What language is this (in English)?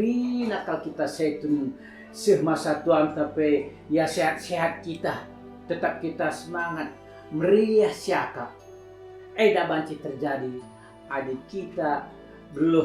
Batak Karo